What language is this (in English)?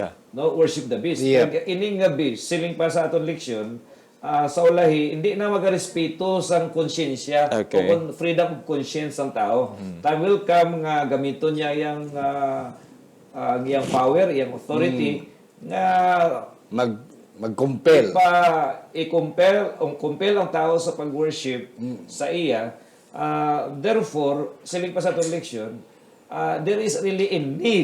Hiligaynon